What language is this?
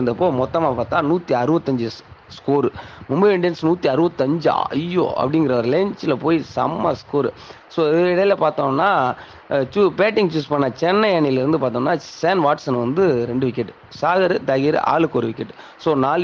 Tamil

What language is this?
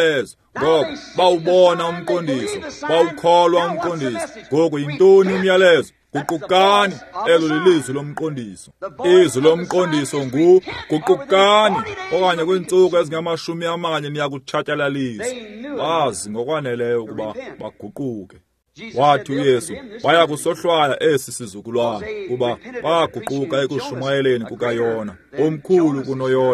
Xhosa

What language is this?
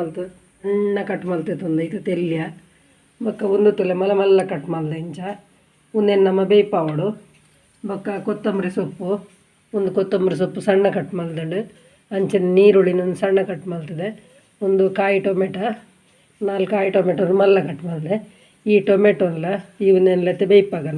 Tulu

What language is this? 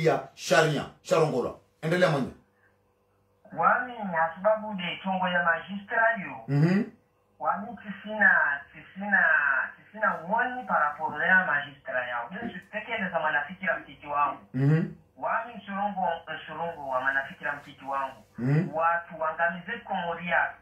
Swahili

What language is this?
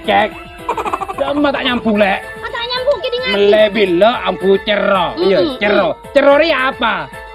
Madurese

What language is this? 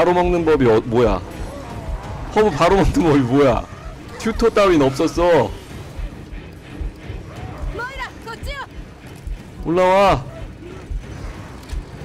Korean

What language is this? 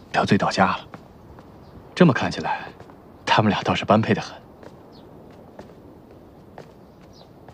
Chinese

